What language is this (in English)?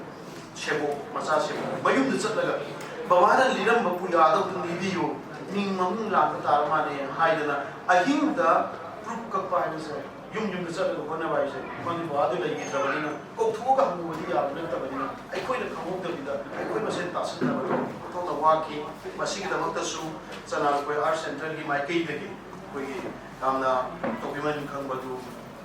Manipuri